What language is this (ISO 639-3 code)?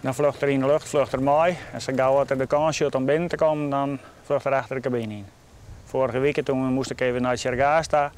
fry